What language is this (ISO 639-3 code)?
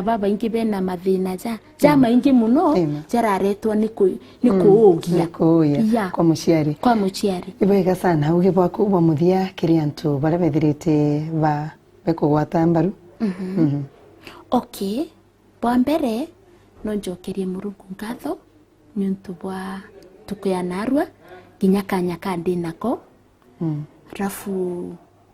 mer